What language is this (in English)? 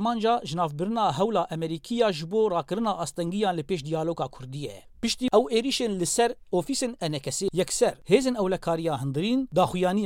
Kurdish